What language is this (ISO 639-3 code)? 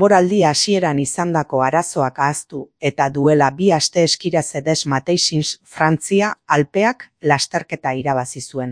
eus